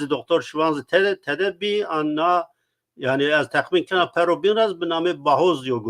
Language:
Zaza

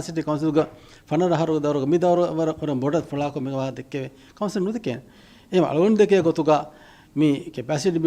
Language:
Divehi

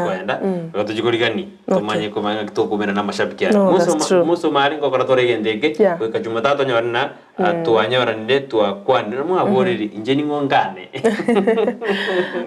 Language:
Gusii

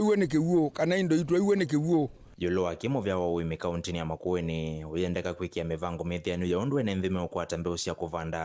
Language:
Kamba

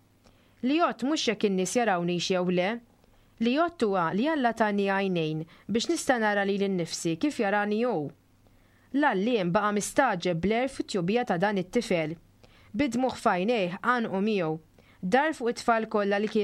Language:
Maltese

